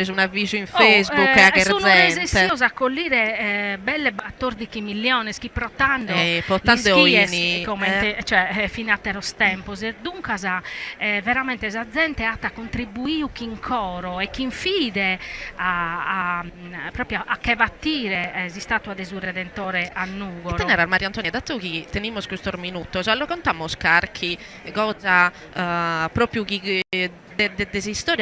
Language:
Sardinian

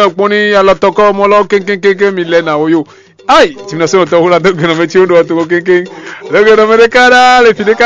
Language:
Fon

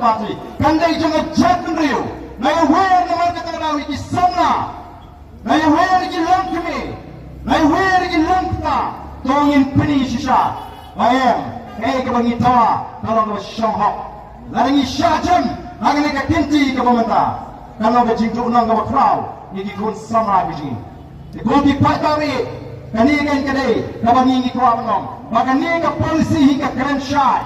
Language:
Khasi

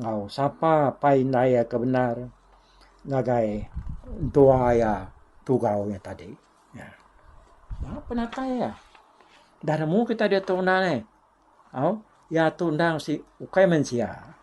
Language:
Iban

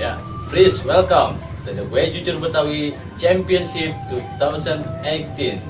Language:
Betawi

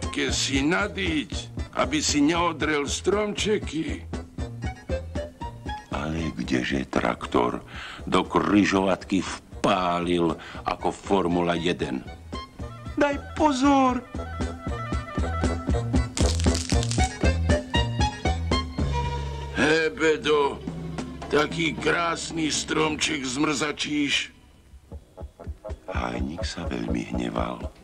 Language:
Slovak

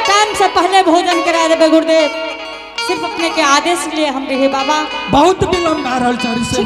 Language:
Angika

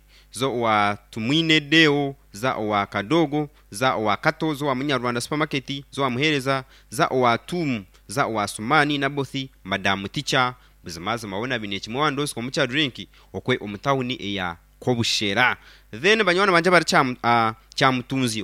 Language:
Nyankole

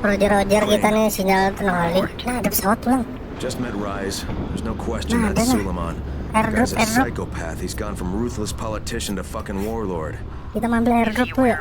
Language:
Banjar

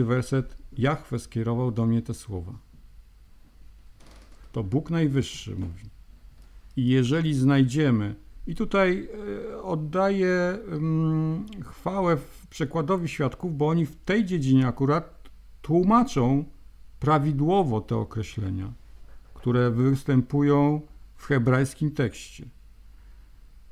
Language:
Polish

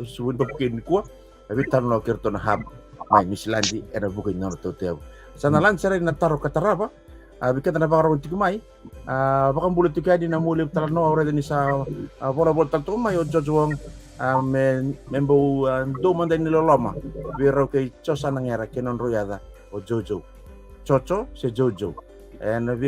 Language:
Fijian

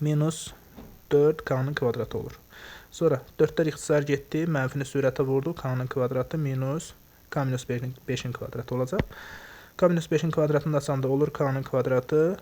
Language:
Azerbaijani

